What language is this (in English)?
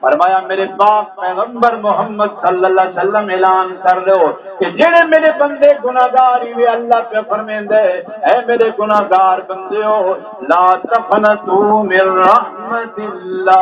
Saraiki